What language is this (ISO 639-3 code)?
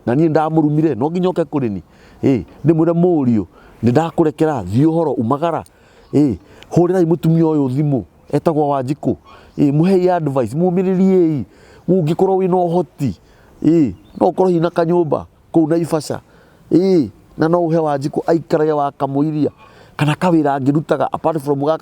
kik